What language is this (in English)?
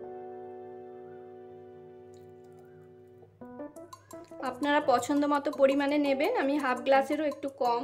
Bangla